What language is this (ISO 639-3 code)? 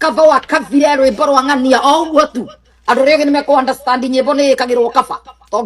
kik